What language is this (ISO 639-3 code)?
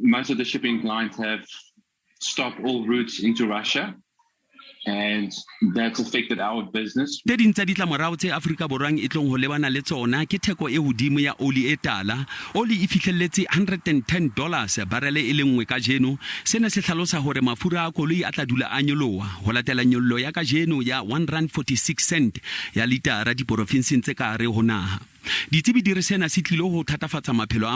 sot